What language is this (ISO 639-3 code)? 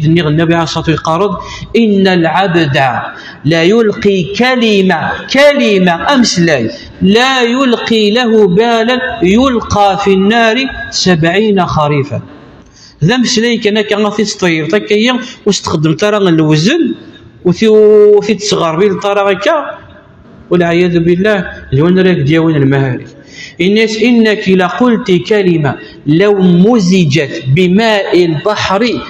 kab